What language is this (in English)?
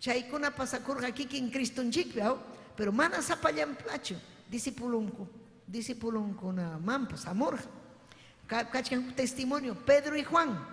Ayacucho Quechua